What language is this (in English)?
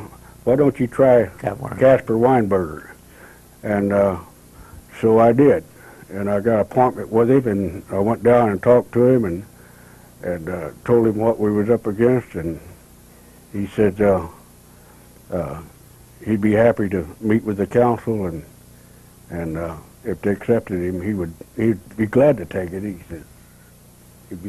English